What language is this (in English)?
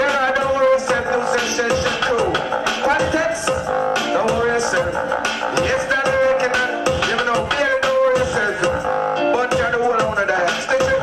Jamaican Creole English